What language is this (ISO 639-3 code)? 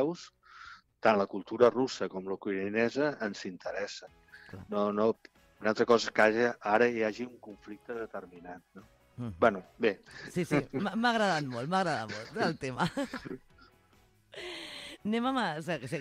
cat